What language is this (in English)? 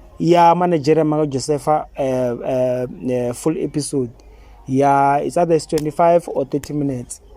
Tsonga